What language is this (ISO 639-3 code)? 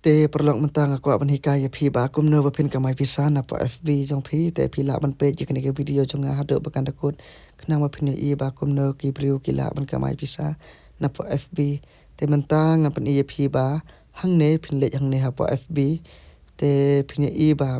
kha